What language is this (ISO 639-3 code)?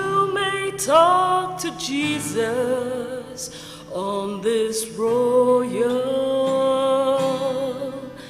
nmf